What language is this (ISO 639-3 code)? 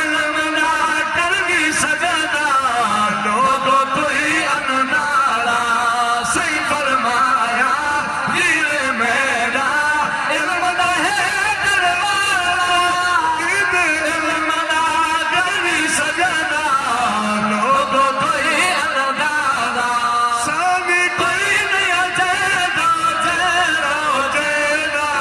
skr